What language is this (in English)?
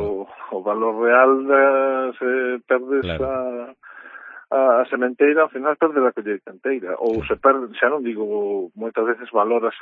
Galician